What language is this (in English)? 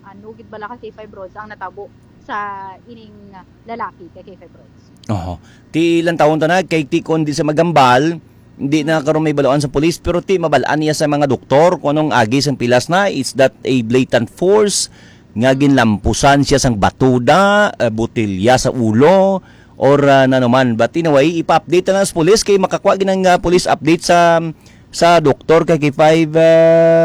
Hiligaynon